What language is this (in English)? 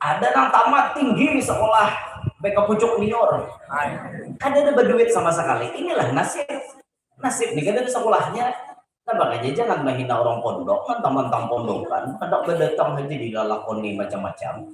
Banjar